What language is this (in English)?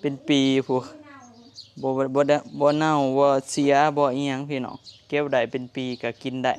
Northeastern Thai